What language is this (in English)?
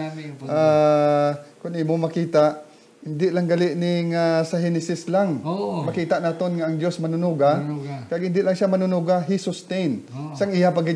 Hiligaynon